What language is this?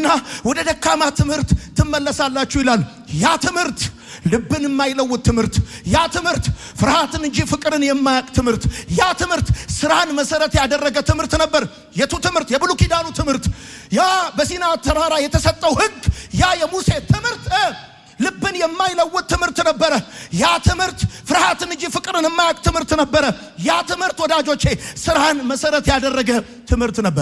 Amharic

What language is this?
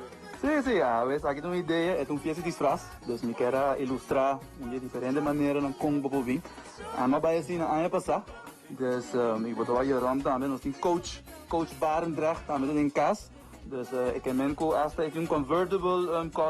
Papiamento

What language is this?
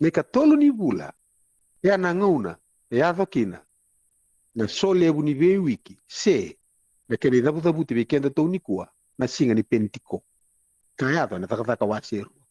Fijian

